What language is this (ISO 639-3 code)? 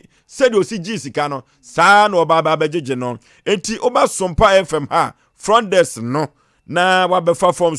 aka